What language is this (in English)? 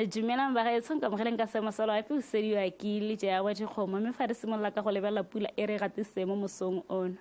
Tswana